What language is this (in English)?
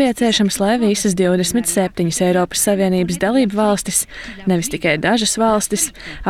Latvian